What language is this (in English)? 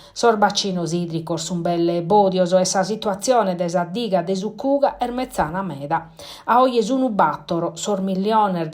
Sardinian